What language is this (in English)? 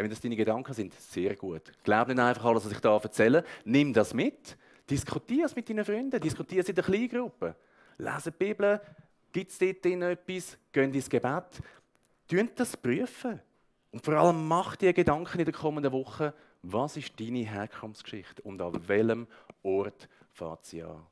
Swiss German